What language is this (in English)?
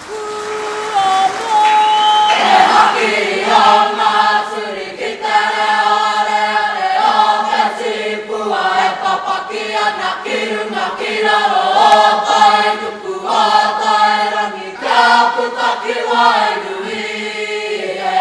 Māori